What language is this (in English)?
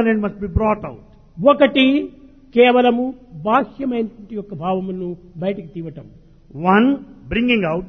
Telugu